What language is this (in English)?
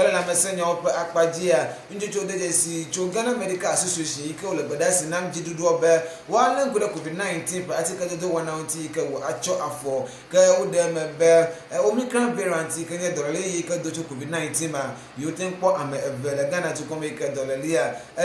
Ewe